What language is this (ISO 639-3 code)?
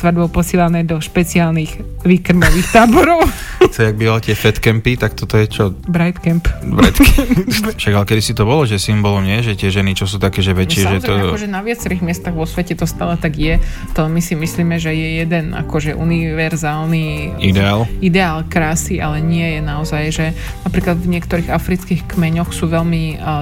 slk